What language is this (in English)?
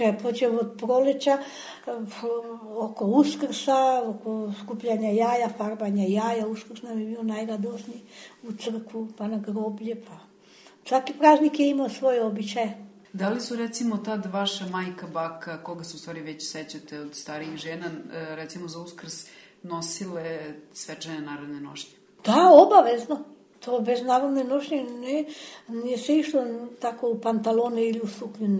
Serbian